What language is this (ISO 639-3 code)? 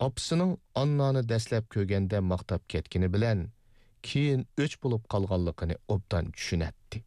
uig